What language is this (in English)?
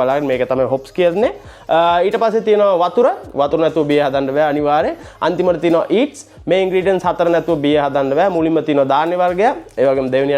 Sinhala